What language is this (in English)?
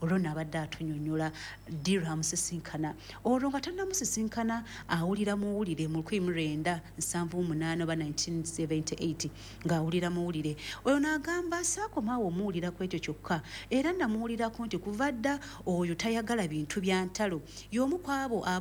Ganda